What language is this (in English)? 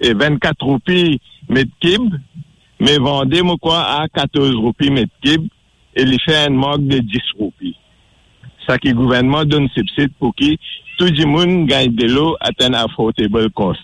Morisyen